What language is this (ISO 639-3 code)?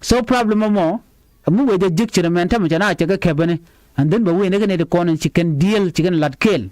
nus